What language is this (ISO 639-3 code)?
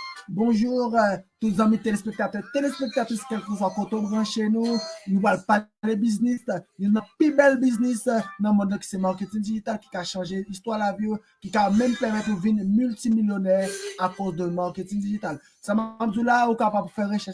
hat